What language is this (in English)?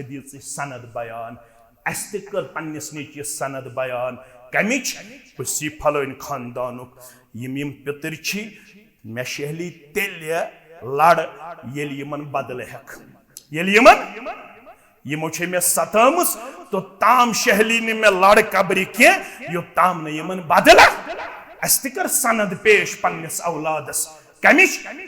Kashmiri